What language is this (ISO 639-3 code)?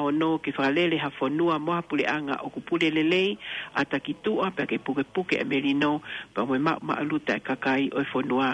ton